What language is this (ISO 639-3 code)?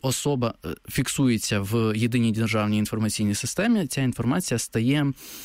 ukr